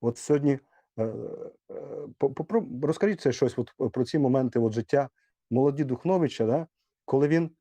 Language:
Rusyn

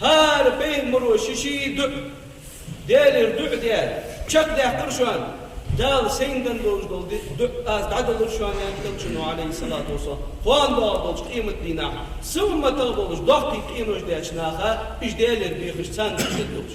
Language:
Ingush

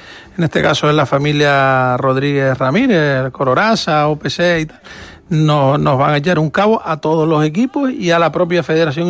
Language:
Spanish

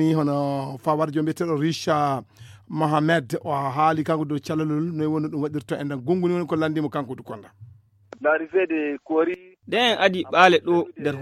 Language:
Fula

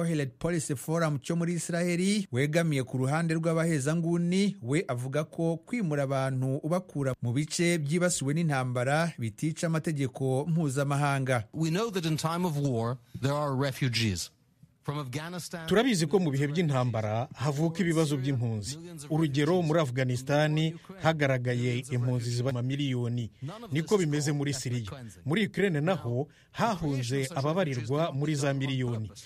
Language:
Kinyarwanda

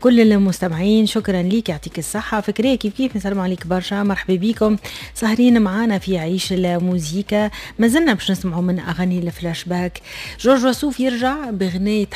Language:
Tunisian Arabic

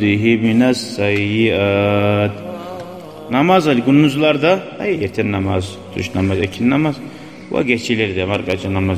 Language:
Kumyk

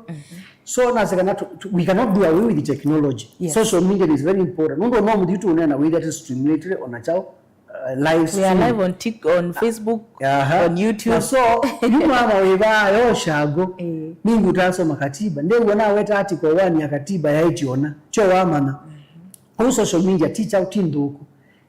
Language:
Kamba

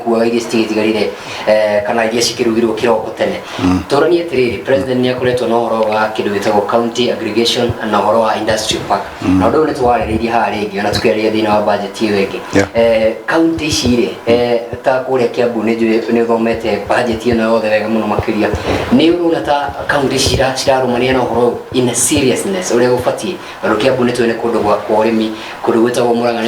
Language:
Kikuyu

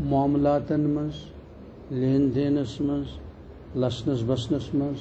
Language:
Kashmiri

